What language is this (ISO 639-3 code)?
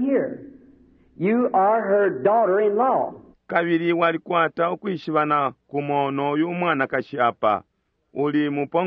bem